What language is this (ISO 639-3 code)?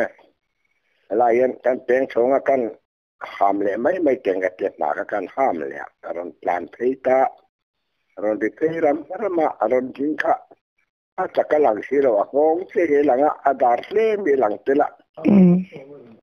tha